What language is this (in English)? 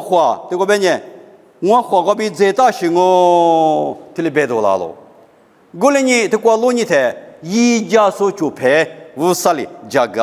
Lisu